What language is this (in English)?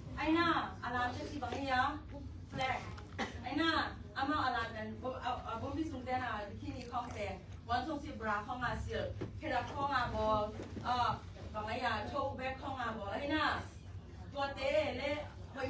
Tedim Chin